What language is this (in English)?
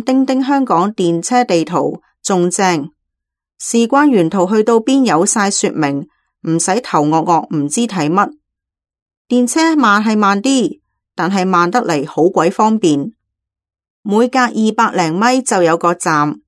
Cantonese